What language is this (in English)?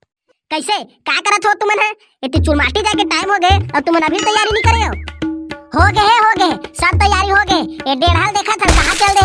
Chhattisgarhi